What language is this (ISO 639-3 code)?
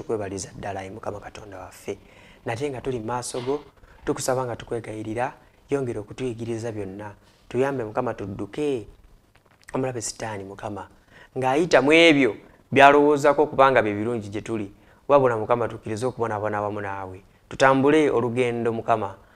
lug